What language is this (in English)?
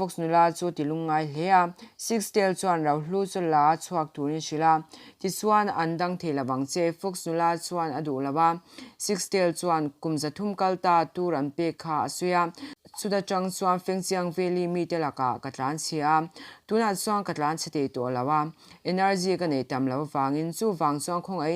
Mizo